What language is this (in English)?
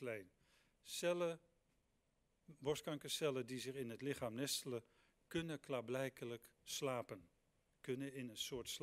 Dutch